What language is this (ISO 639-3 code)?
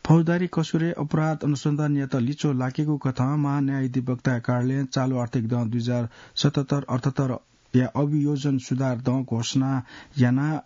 new